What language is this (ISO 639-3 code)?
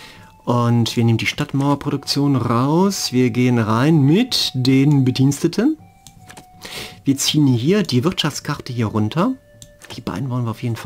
deu